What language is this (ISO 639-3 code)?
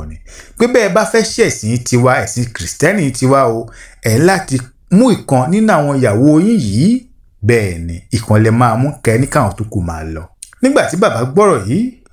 yor